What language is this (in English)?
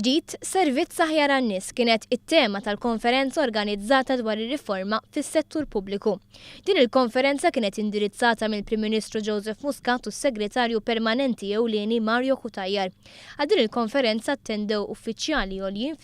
Maltese